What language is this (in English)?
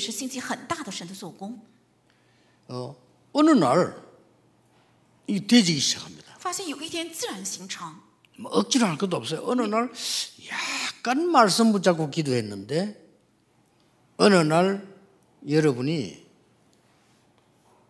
Korean